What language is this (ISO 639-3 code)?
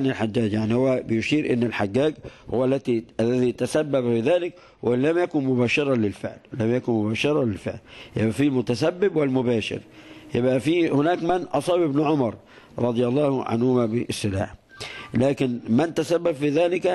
ara